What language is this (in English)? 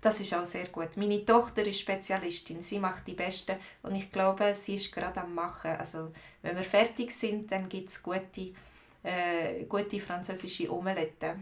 Swiss German